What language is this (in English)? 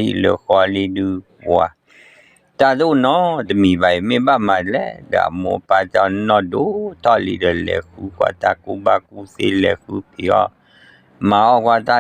S'gaw Karen